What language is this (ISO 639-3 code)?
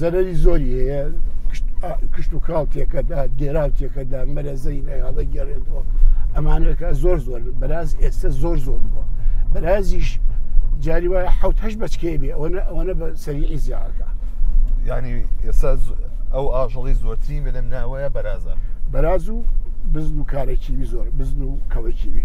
ckb